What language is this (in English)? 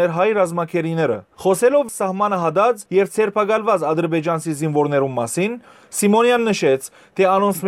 Western Armenian